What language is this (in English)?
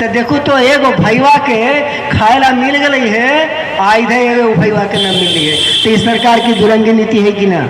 Magahi